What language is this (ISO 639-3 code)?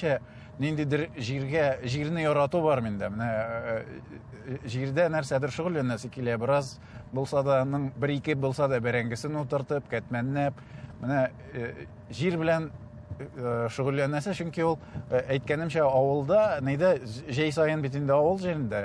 tat